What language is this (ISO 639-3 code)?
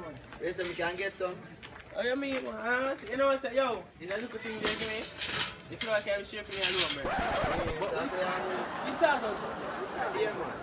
jam